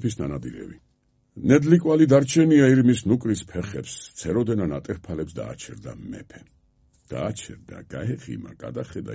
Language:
Georgian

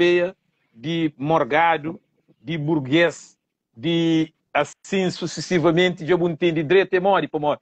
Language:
Kabuverdianu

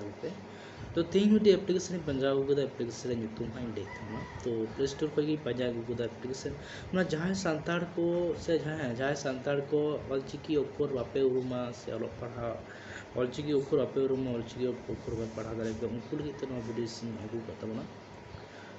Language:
Santali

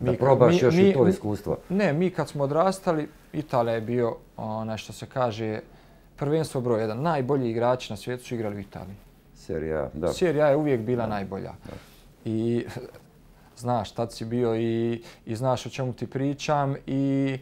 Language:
Bosnian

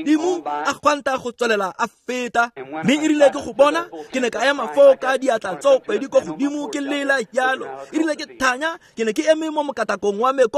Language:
Tswana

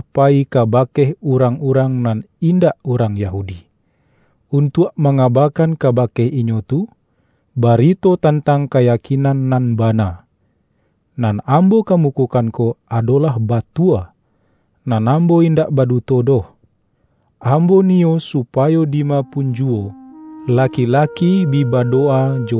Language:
Minangkabau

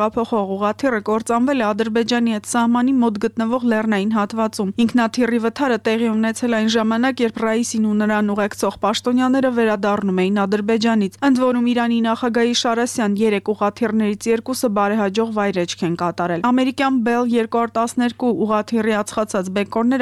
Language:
Armenian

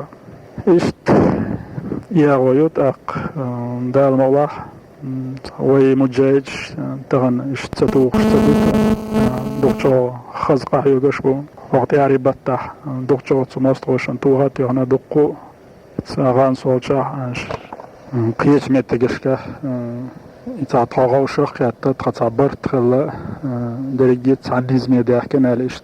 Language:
Chechen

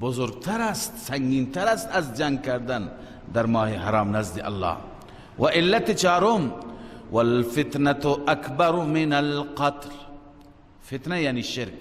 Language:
Persian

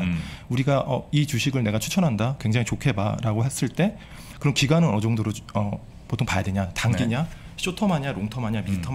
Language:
Korean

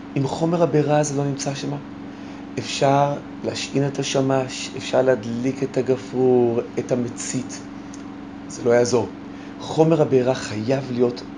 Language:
Hebrew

